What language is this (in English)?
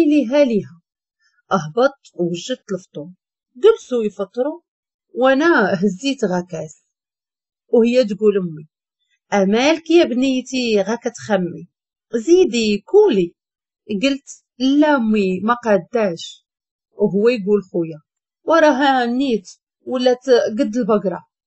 Moroccan Arabic